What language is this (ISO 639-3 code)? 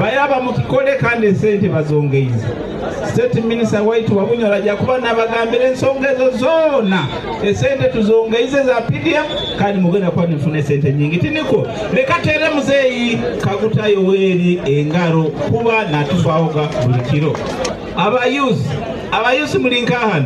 nyo